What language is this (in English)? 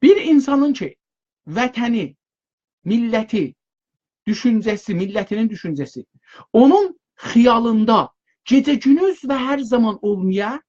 South Azerbaijani